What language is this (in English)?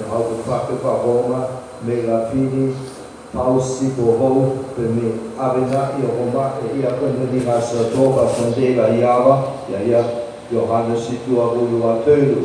Nias